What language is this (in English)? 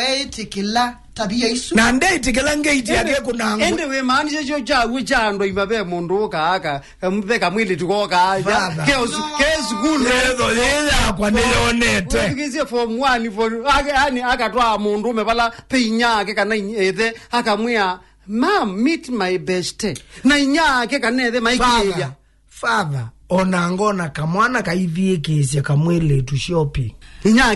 Kamba